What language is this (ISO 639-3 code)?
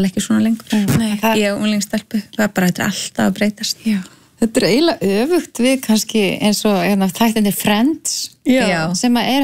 isl